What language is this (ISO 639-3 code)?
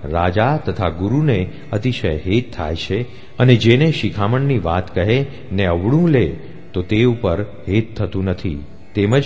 guj